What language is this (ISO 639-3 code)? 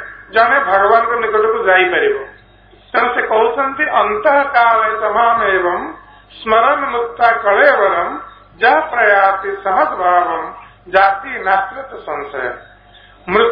ori